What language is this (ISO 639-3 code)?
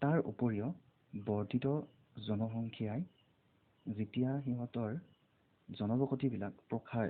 asm